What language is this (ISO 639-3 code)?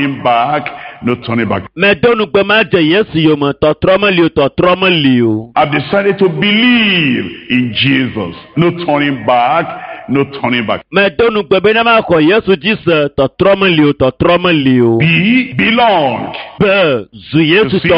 ewe